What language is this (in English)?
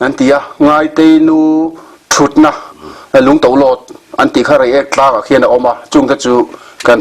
Mizo